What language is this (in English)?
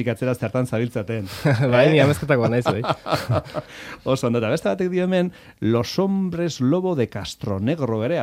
Basque